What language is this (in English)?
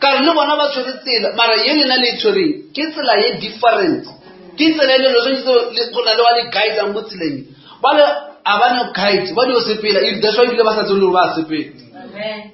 Northern Sotho